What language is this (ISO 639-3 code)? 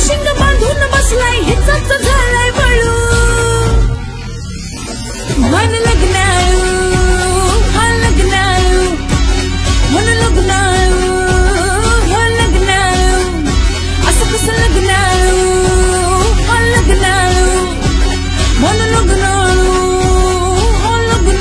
mar